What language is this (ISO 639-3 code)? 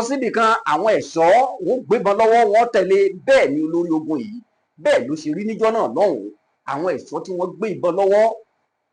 yor